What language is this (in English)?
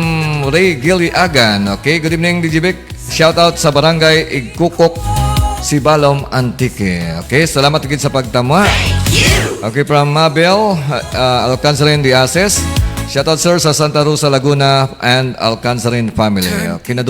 Hiligaynon